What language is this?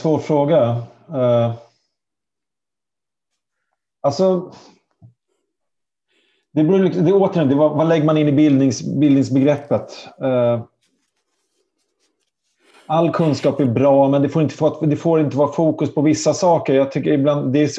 Swedish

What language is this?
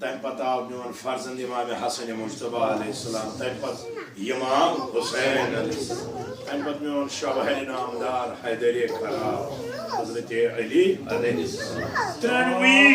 Kashmiri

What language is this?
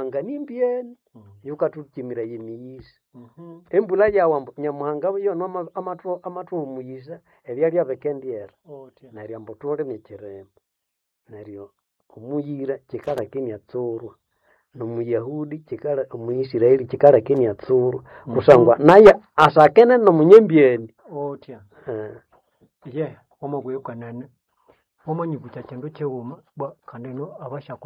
Nande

